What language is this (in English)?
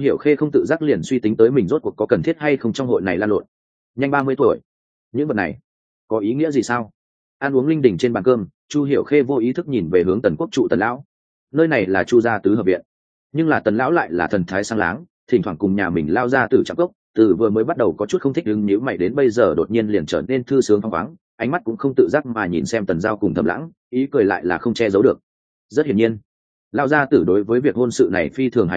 Vietnamese